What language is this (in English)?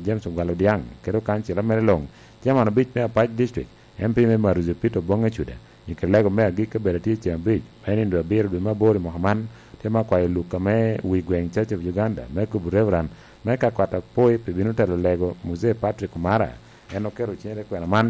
Lango (Uganda)